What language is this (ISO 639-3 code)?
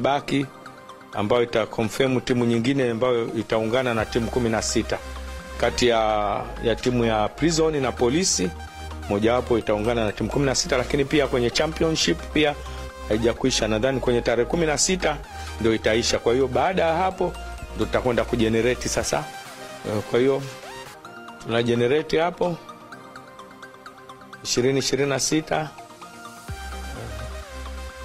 swa